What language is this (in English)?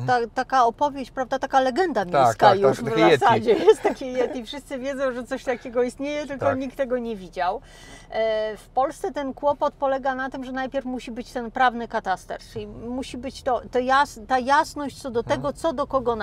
Polish